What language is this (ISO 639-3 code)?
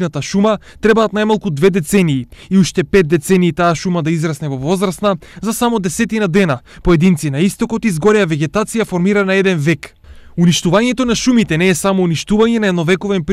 mkd